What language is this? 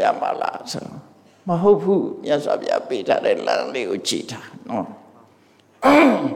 Burmese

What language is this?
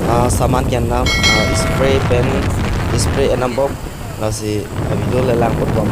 Karbi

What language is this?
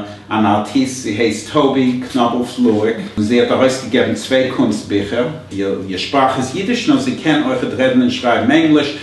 Yiddish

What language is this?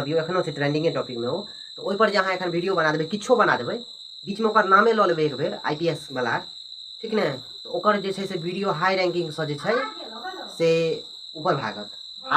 Maithili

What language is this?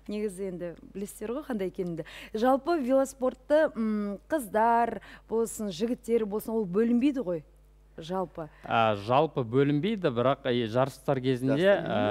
Kazakh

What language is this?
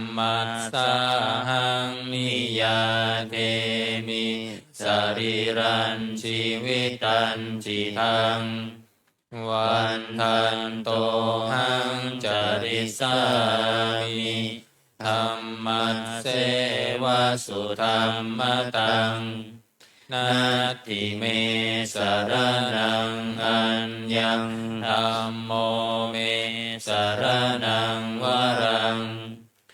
Pali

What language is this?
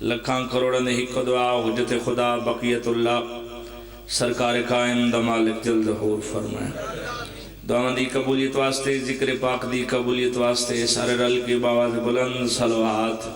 Pahari-Potwari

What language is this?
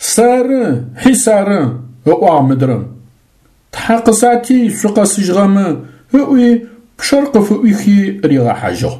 Adyghe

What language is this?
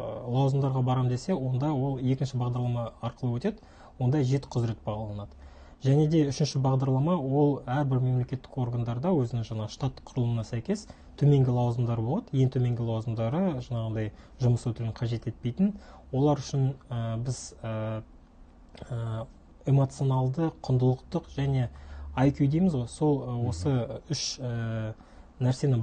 Kazakh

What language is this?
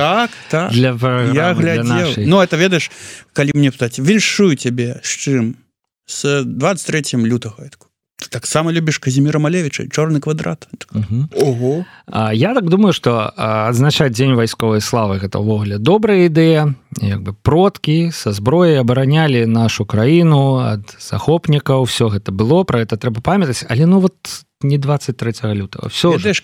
Belarusian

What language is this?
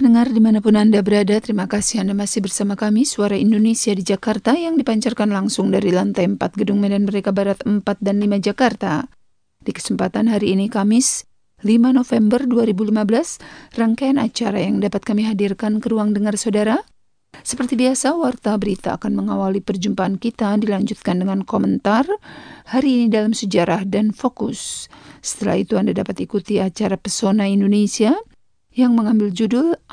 Indonesian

